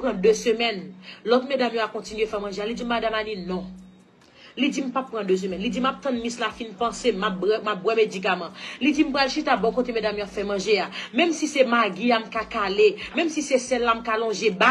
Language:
Haitian Creole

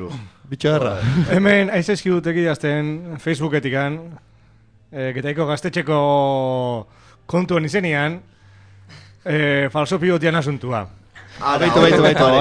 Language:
Basque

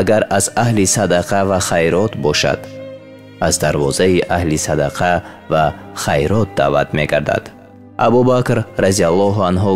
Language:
Tajik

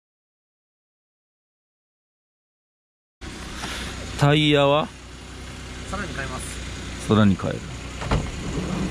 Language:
Japanese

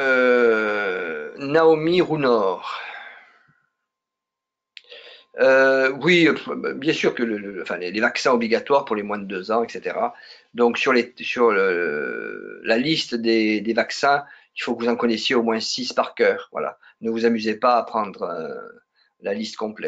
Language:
French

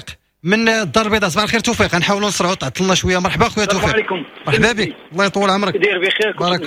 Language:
Moroccan Arabic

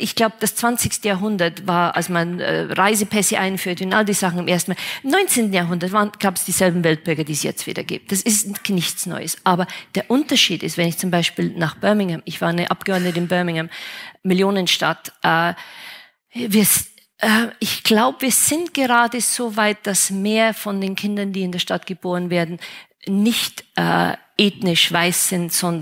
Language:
German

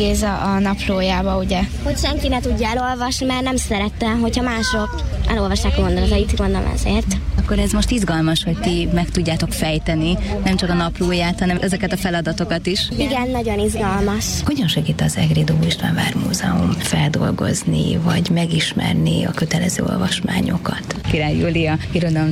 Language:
Hungarian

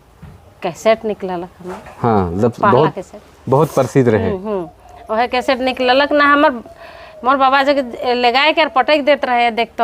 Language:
Sadri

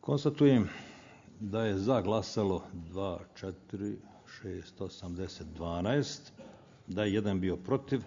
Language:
Bosnian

